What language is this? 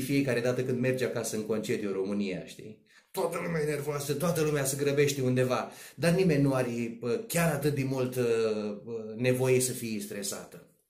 Romanian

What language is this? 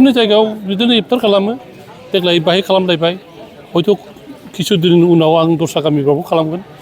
Bodo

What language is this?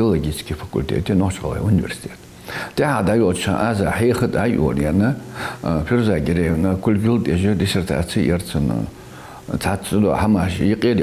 Ingush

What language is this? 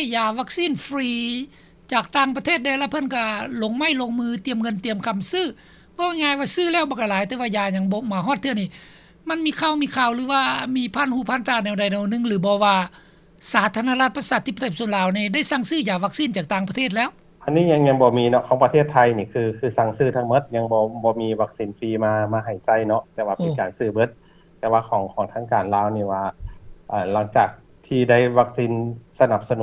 Lao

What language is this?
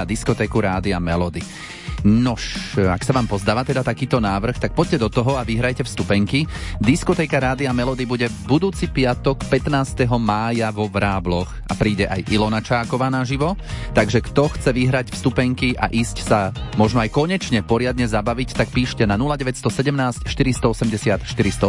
Slovak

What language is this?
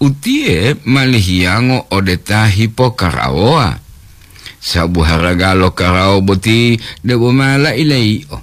Gorontalo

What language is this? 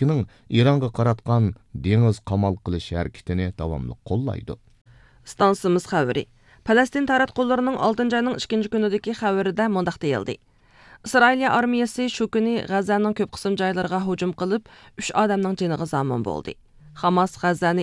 Uyghur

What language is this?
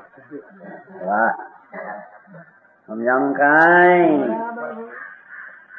Gujarati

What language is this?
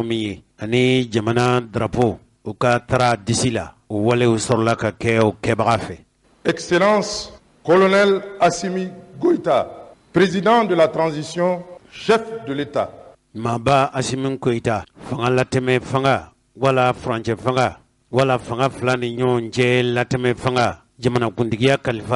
Bambara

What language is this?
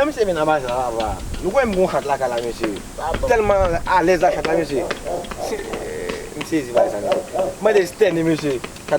Haitian Creole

